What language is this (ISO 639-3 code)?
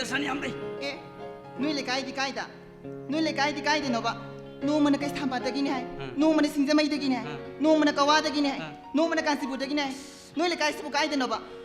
mni